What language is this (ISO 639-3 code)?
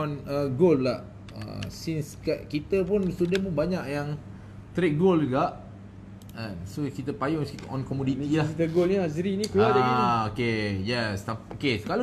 msa